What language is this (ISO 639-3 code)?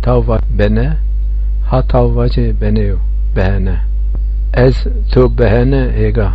zza